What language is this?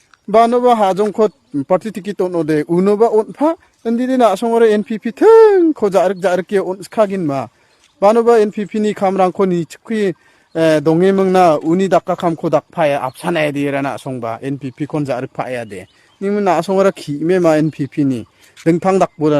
Garo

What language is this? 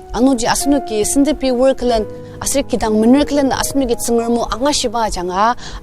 Ao Naga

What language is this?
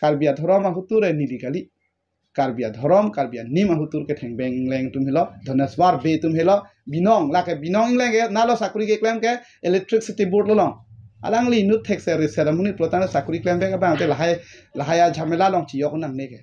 Karbi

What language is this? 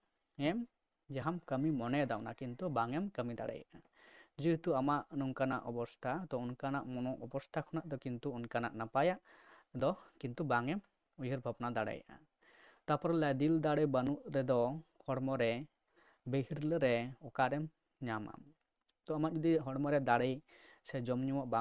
Santali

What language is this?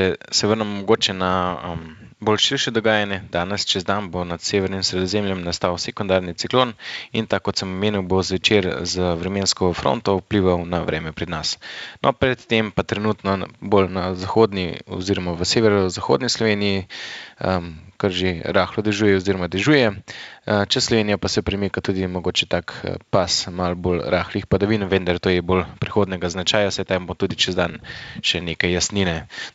Slovenian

